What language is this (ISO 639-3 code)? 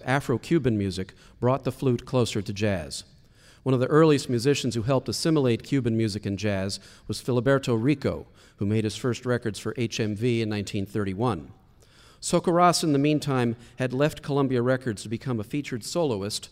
eng